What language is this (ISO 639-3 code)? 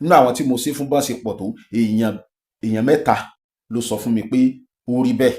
yor